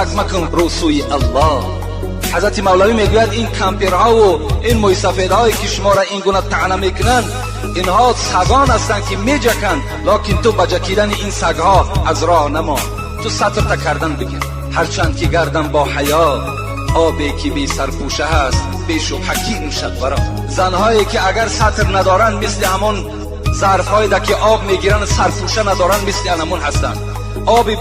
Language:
Tajik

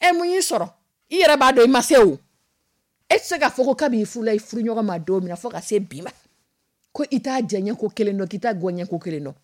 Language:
Dyula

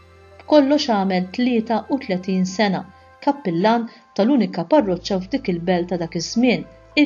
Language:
Maltese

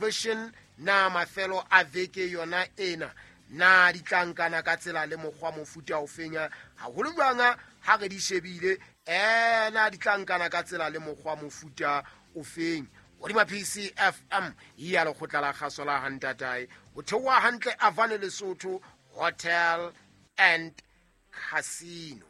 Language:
Southern Sotho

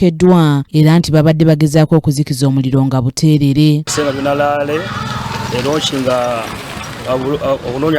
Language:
Ganda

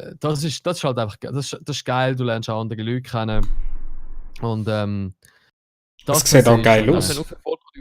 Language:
Swiss German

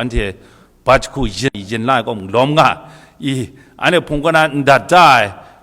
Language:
Kachin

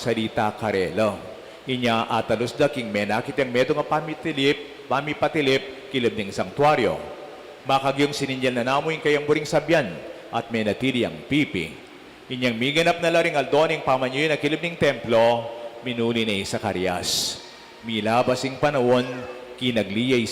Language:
Pampanga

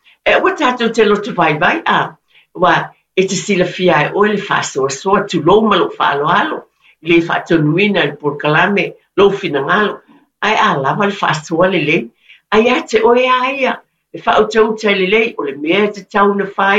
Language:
Samoan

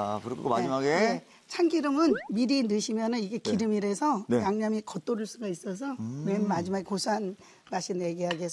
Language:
Korean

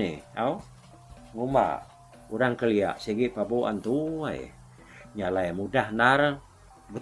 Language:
Iban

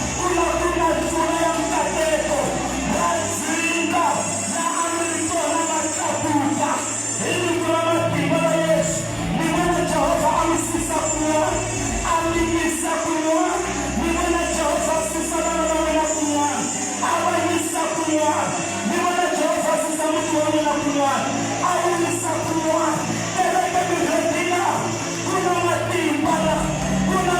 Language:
Tsonga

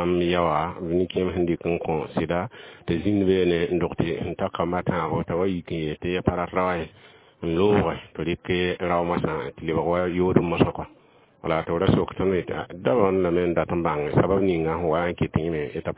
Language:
Mossi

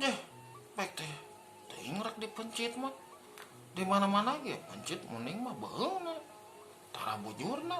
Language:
Sundanese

